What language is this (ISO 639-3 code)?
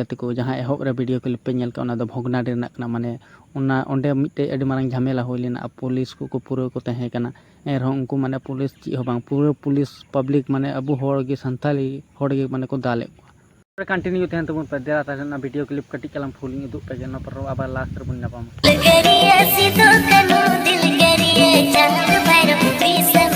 sat